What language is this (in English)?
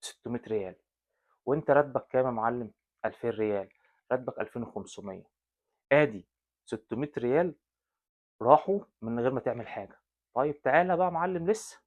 Egyptian Arabic